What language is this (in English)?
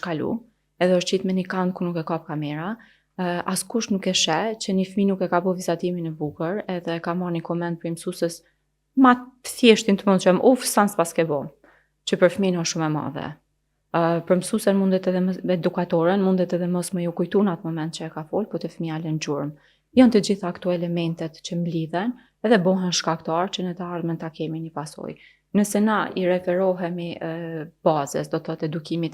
Albanian